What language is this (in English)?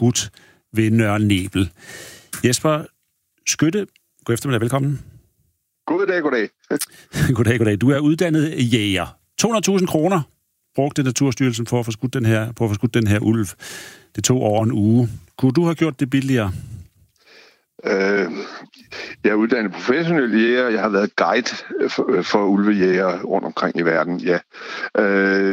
Danish